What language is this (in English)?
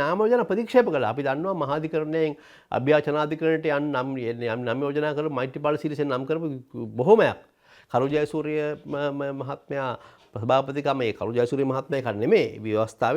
Sinhala